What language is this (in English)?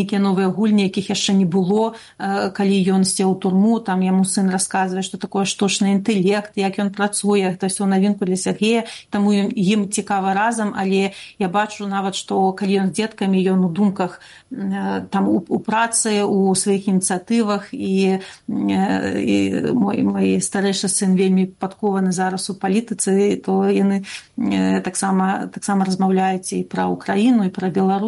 Belarusian